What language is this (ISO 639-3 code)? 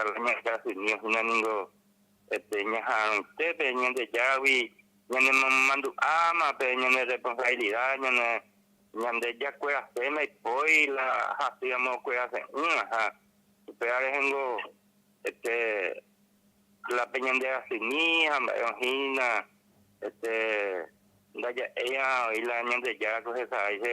grn